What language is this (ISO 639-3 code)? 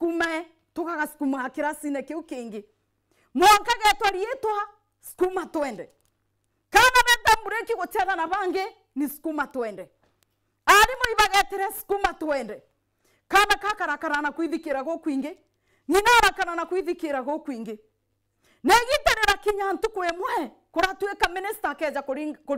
mer